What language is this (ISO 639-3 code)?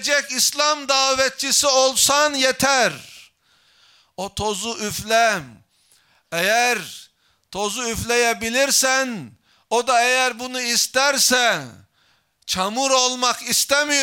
tur